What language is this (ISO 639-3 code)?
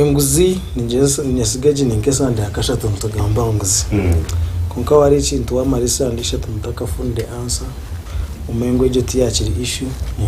nyn